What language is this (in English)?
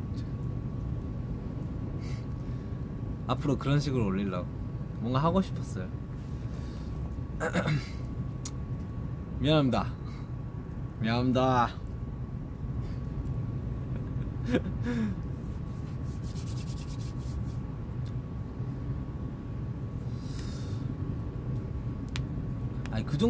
Korean